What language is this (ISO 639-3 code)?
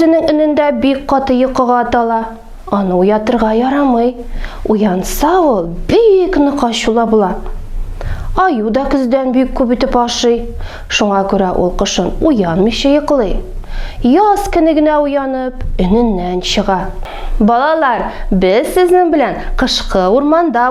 tat